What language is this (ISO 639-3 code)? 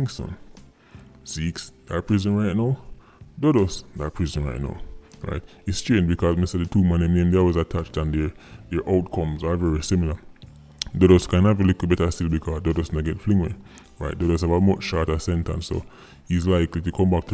jam